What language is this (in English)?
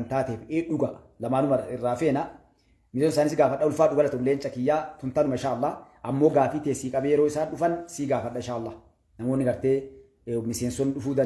Oromo